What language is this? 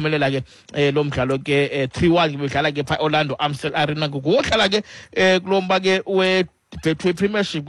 Xhosa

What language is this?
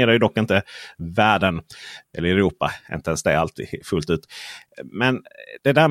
Swedish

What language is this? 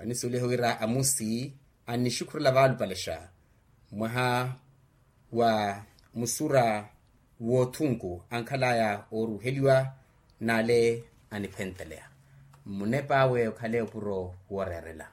Makhuwa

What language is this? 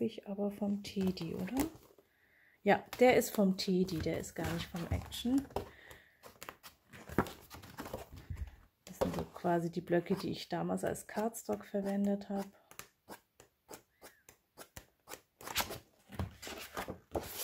German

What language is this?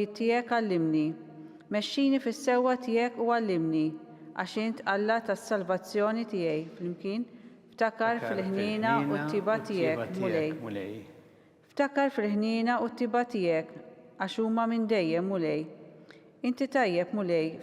Maltese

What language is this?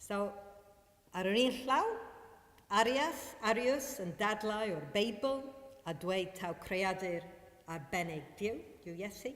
Welsh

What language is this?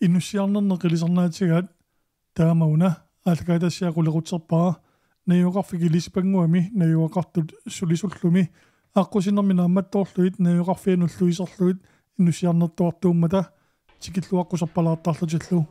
Kalaallisut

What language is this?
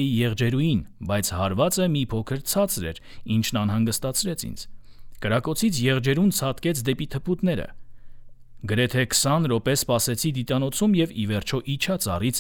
Armenian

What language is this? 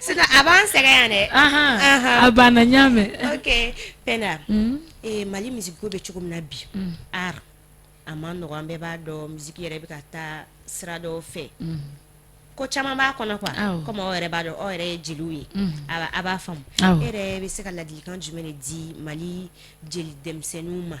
Bambara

